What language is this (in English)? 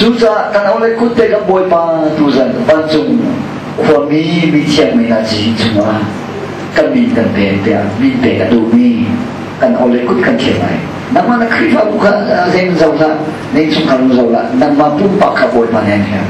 Hakha Chin